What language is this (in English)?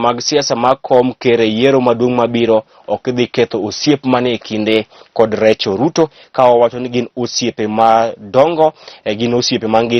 Luo (Kenya and Tanzania)